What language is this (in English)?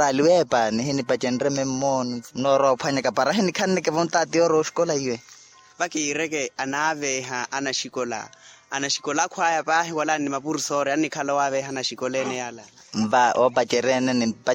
Makhuwa